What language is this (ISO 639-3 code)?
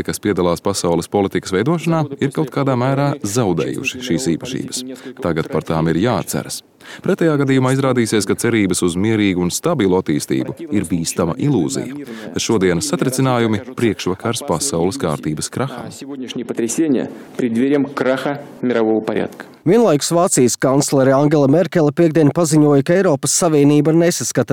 lav